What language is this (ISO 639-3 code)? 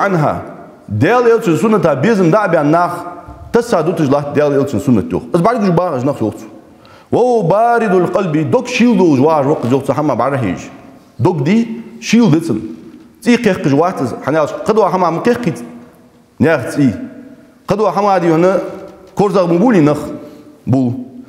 inh